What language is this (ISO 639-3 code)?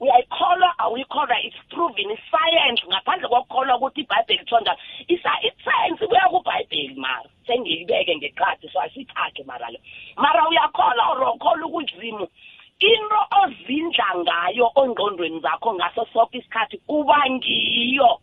nbl